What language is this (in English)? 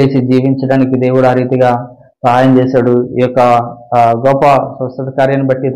Telugu